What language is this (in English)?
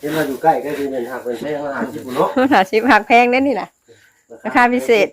Northeastern Thai